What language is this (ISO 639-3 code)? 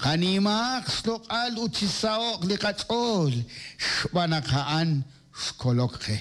kek